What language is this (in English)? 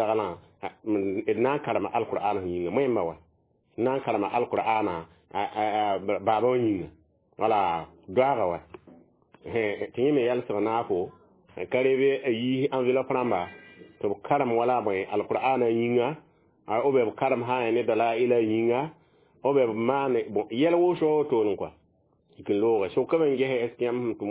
Mossi